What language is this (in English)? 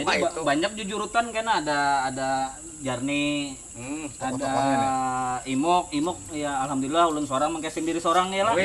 Banjar